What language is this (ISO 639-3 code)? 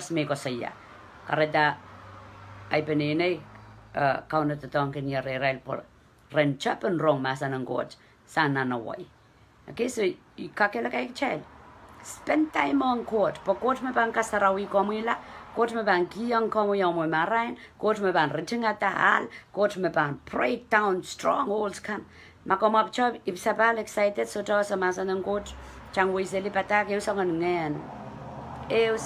pon